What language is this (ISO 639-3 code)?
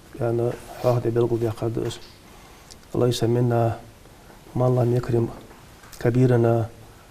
inh